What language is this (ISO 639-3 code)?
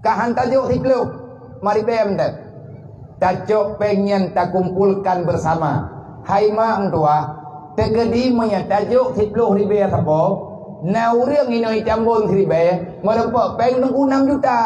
ace